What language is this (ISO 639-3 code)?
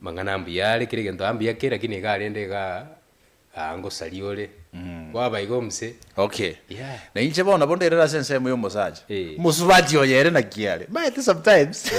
guz